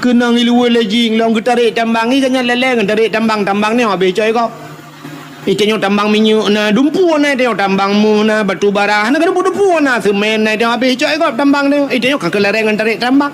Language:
Achinese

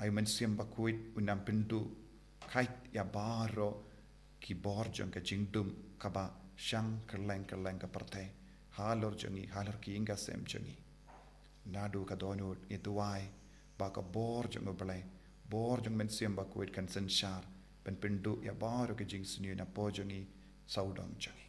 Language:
Khasi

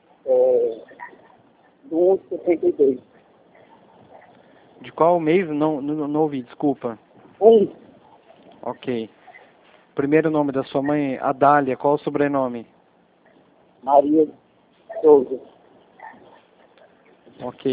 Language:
Portuguese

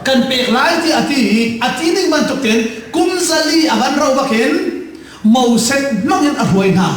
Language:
Hakha Chin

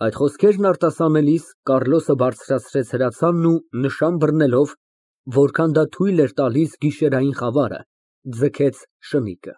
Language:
Armenian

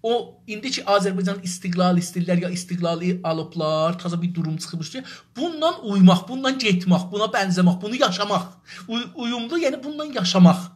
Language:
South Azerbaijani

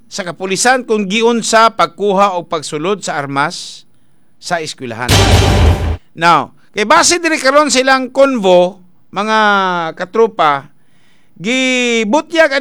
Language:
Cebuano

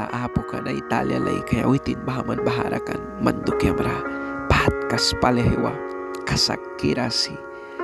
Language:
Mískito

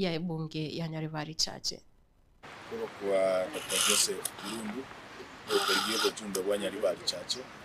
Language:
Gusii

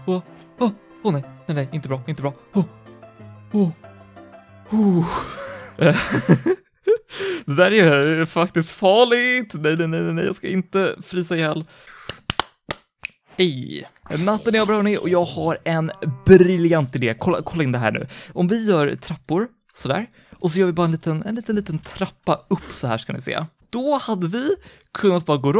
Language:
Swedish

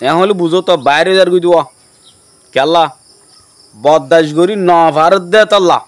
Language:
Rohingya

